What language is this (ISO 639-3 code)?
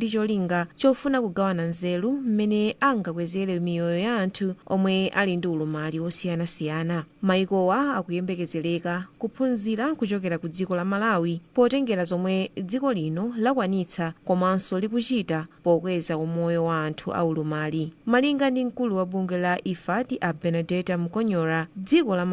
nya